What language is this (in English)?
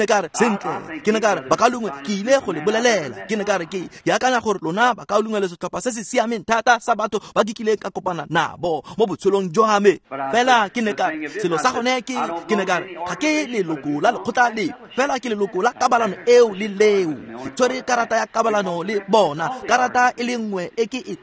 Tswana